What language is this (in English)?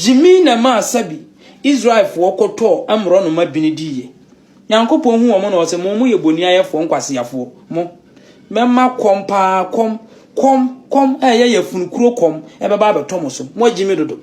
Akan